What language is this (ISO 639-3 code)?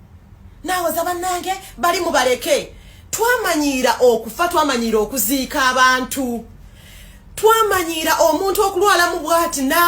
lug